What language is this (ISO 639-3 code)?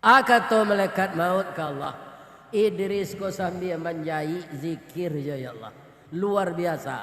min